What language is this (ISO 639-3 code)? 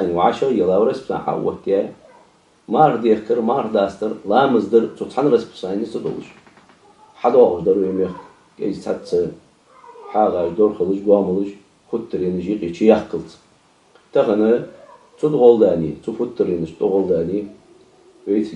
inh